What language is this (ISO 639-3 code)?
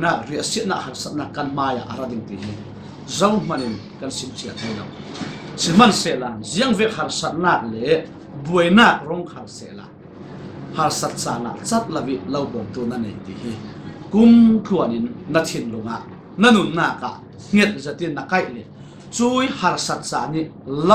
cfm